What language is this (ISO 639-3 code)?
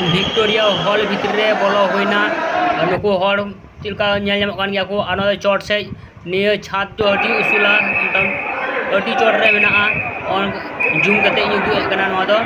sat